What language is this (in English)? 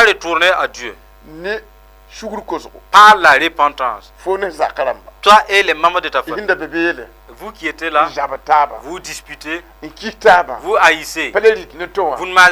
Mossi